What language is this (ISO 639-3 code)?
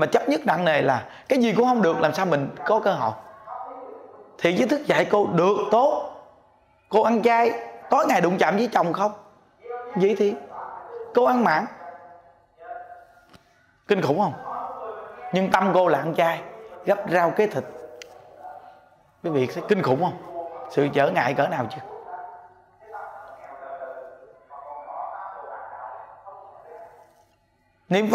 vie